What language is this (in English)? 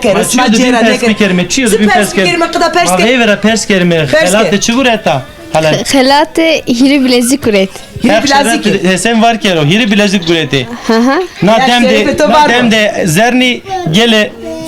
Zaza